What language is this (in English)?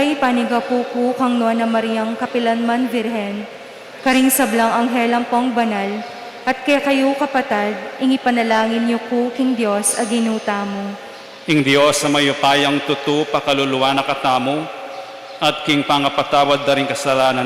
Pampanga